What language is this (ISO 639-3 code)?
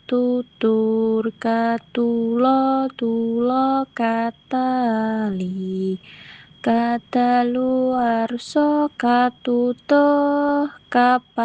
jav